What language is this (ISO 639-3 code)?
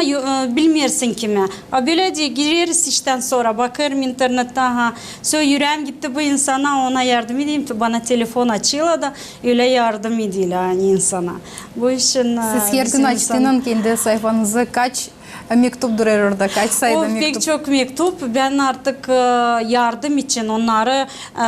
gag